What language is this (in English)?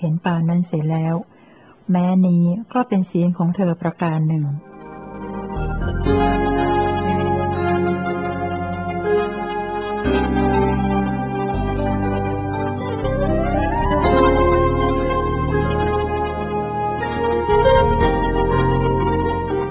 Thai